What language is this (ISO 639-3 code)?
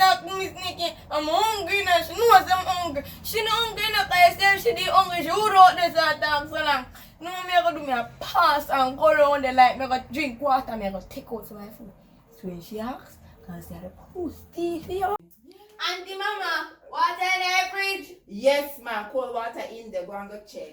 jam